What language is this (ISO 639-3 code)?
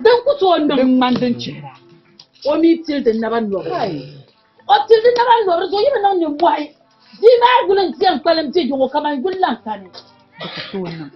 dag